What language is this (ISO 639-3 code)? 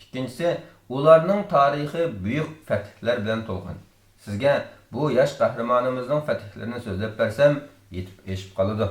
uig